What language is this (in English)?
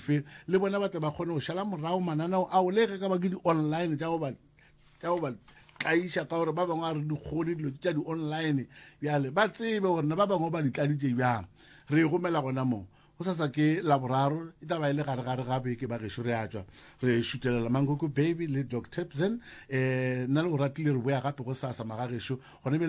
Northern Sotho